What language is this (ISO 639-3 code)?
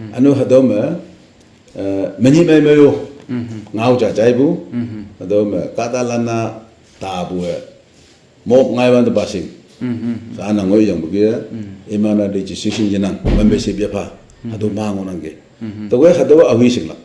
nag